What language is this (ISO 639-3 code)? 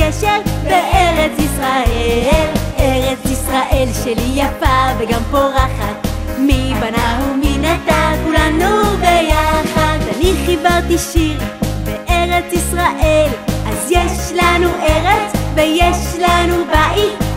heb